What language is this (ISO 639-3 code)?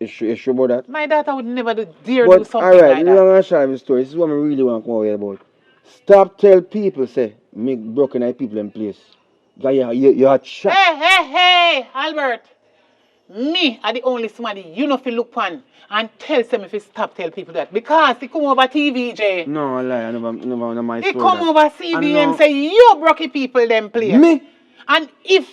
jam